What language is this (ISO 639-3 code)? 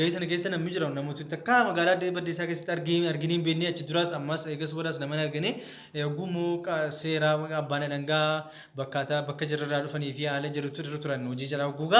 orm